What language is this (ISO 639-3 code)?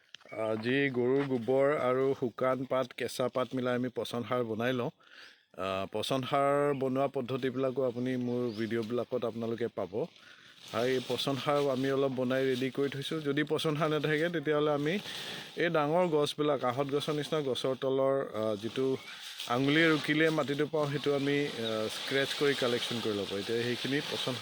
asm